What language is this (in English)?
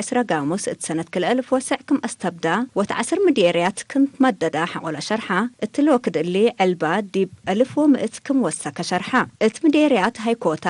Tigre